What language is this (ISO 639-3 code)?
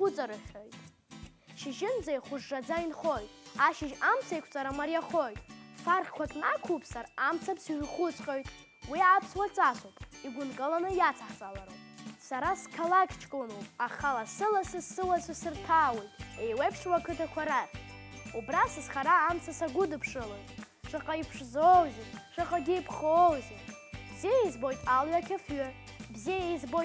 abk